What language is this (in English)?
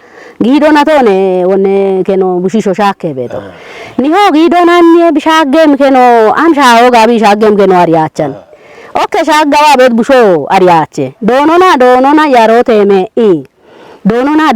Kafa